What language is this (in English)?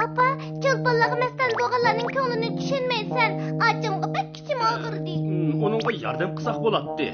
Uyghur